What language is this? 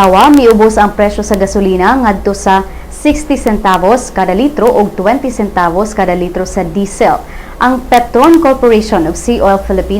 Cebuano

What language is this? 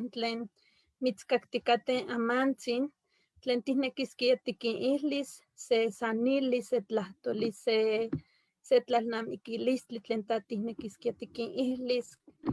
Eastern Huasteca Nahuatl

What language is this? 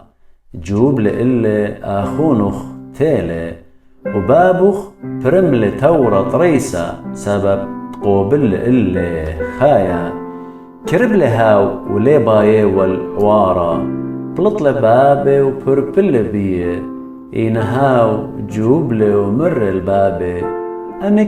Assyrian Neo-Aramaic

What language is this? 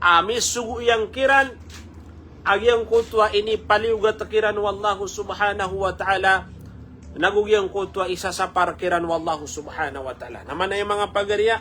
Maranao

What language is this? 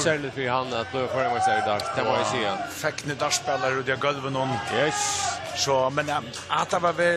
Faroese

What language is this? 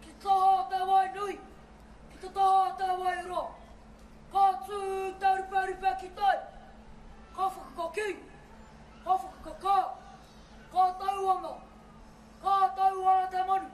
Māori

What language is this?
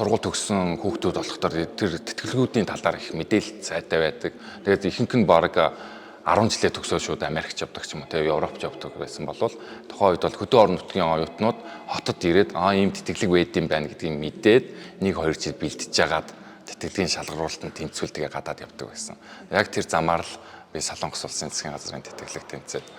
Mongolian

